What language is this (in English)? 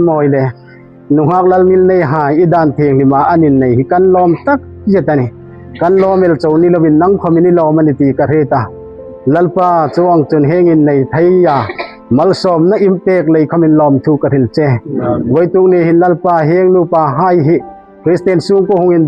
Hmar